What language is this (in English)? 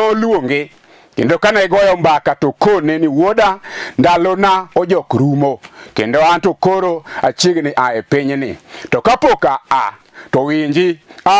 Luo (Kenya and Tanzania)